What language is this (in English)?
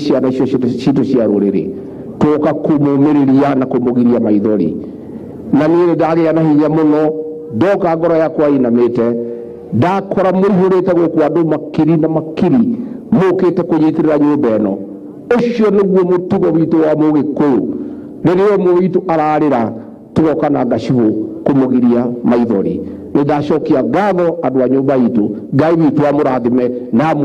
Kikuyu